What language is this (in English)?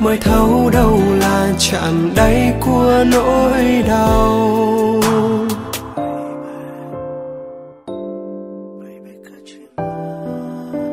Vietnamese